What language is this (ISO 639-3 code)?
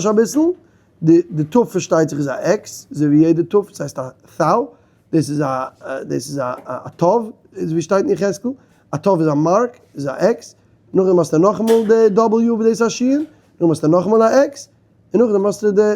yid